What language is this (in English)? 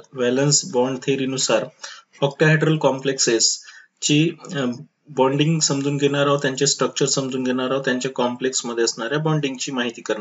Marathi